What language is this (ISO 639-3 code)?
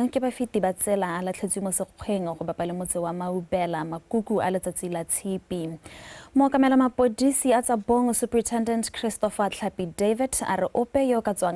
tsn